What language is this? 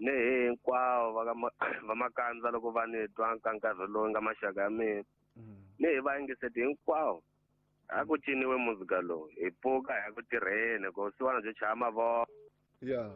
Tsonga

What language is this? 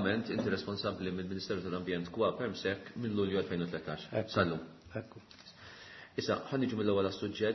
Maltese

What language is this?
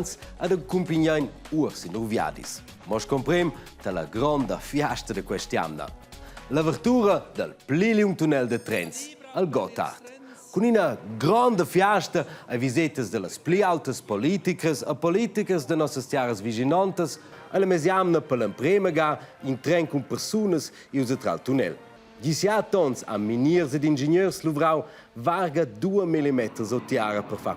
Romansh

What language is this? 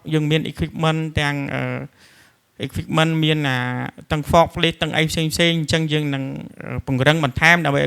Khmer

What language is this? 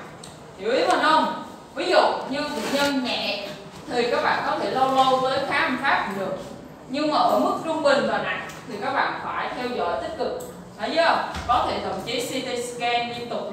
Vietnamese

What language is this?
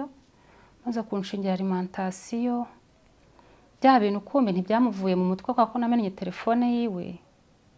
Kinyarwanda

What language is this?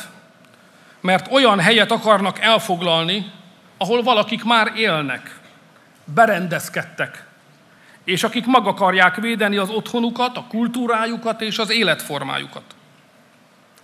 Hungarian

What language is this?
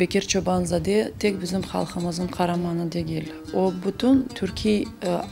Crimean Tatar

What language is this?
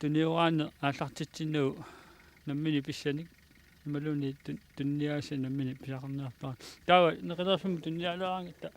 Kalaallisut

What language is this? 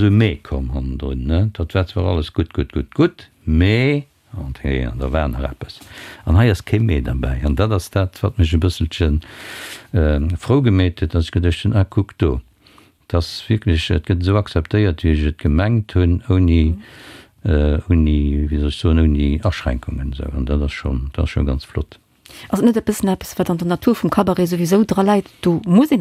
Luxembourgish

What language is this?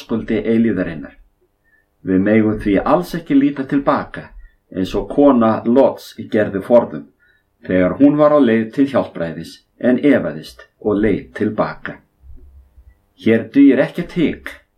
Icelandic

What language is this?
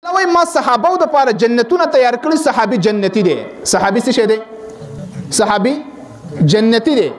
Pashto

